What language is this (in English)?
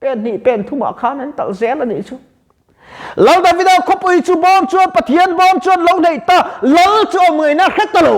Mizo